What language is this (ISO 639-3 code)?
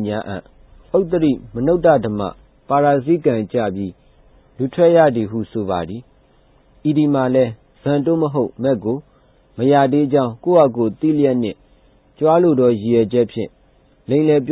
mya